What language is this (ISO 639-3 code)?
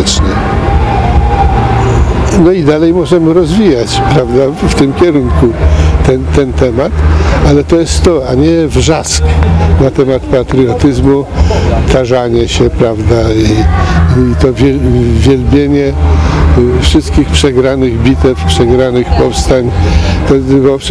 pol